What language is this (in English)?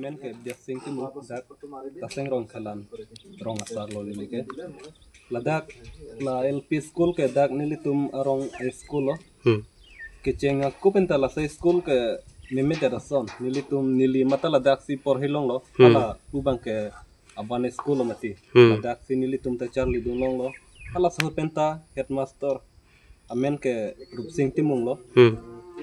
Karbi